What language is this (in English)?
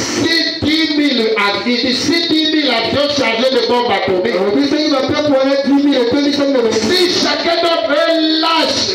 French